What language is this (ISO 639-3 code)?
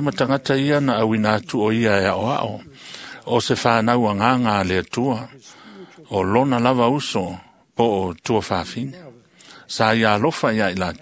smo